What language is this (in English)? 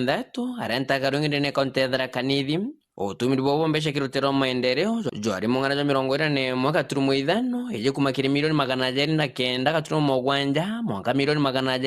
Meru